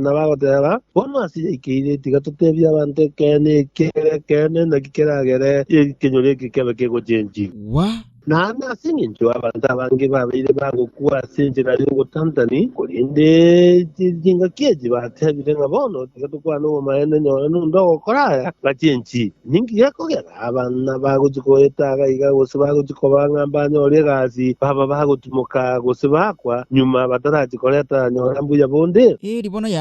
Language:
Gusii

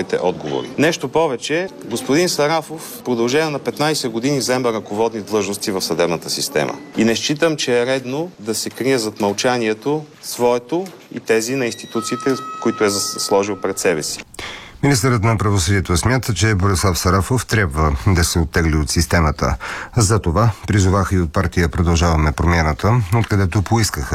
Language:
Bulgarian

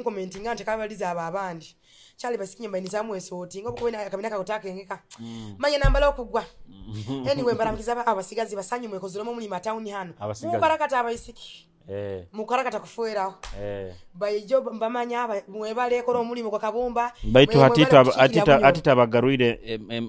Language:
Nyoro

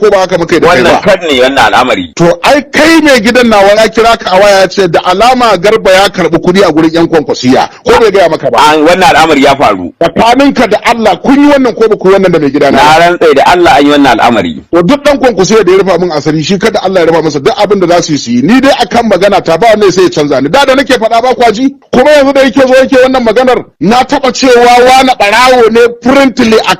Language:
Hausa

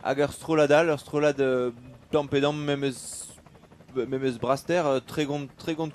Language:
Breton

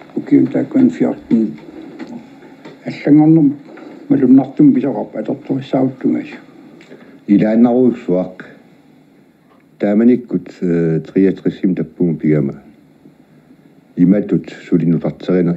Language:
Kalaallisut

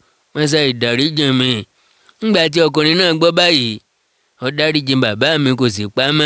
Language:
Yoruba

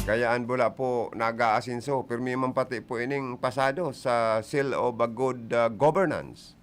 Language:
Bikol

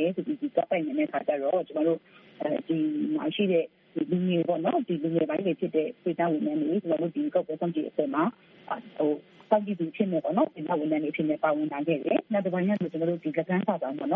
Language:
Burmese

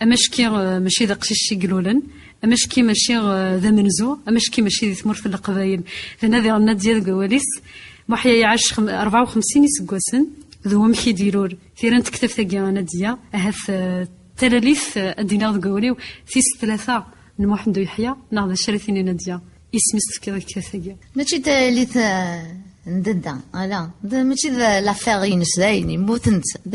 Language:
Kabyle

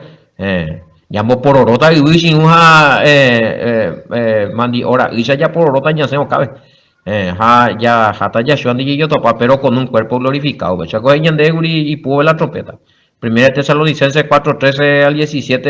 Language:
Guarani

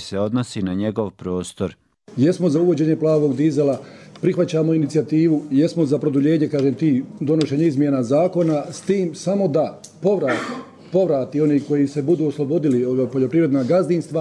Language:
Croatian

